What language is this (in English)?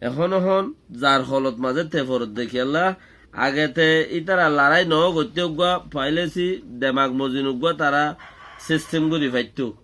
Rohingya